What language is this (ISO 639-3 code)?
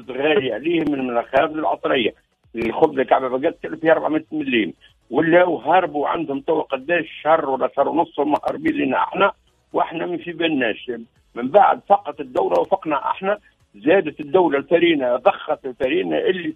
aeb